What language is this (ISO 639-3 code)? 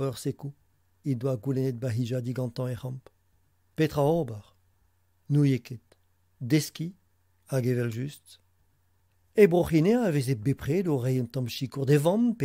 bre